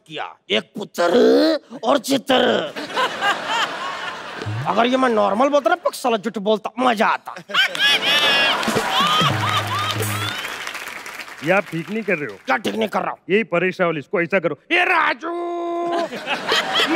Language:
Hindi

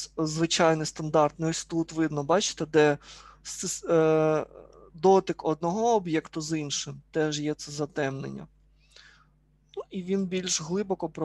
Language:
Ukrainian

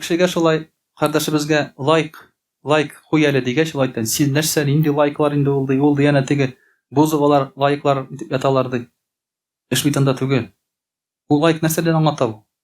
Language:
Tatar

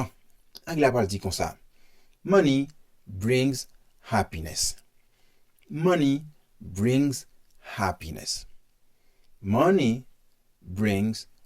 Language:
Haitian Creole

